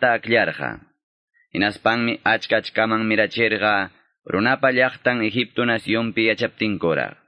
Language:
Quechua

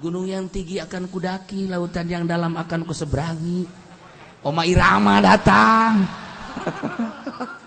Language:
Sundanese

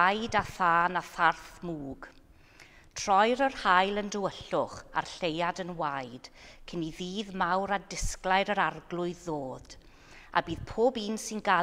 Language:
Welsh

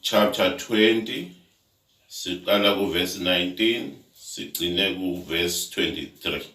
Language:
Zulu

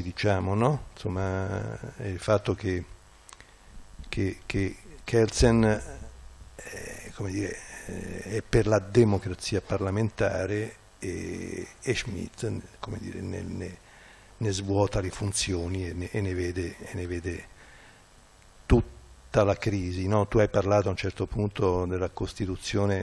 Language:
Italian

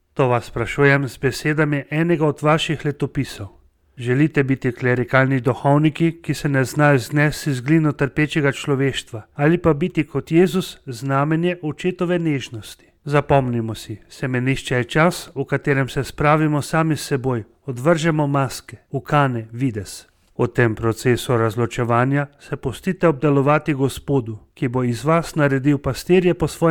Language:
Slovenian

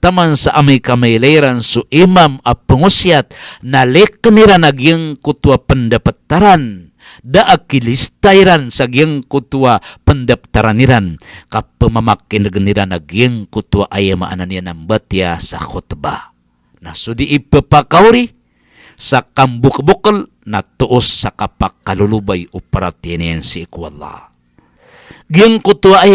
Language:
Maranao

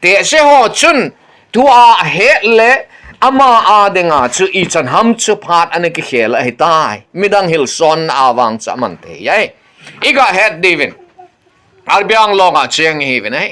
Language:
Thado Chin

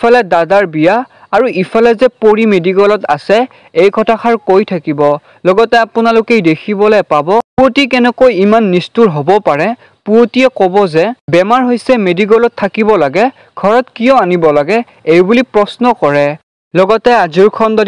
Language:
Assamese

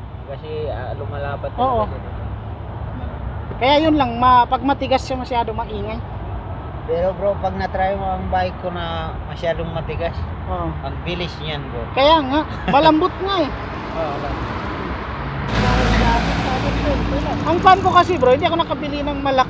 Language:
Filipino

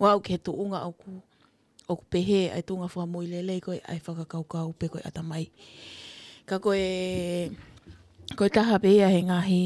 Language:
Tongan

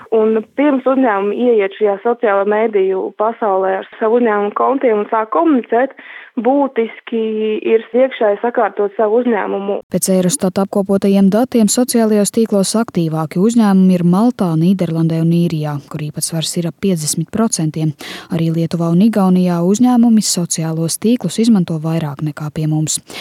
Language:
Latvian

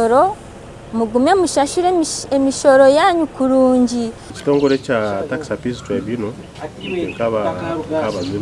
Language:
Nyankole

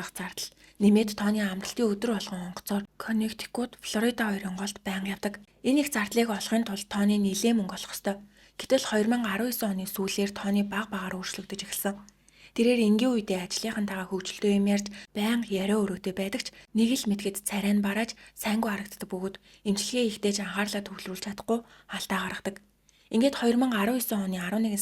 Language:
Mongolian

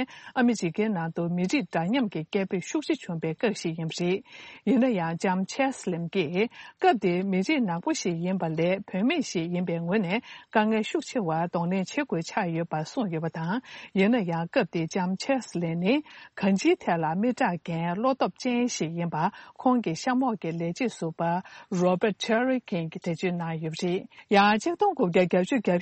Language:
Tibetan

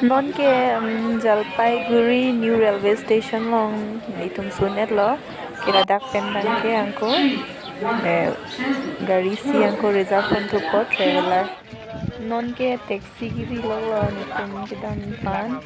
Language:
Karbi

